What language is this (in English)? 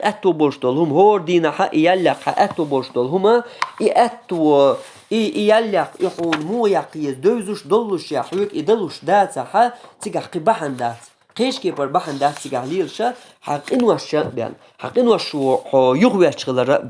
Chechen